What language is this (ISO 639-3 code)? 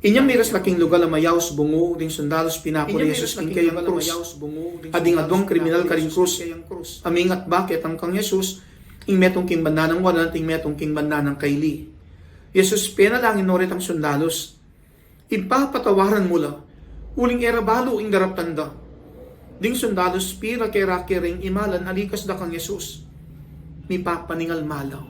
pam